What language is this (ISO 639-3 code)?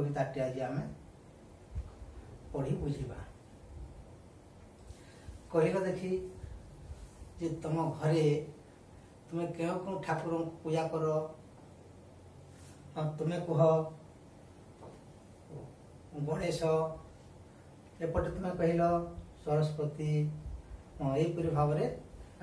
ori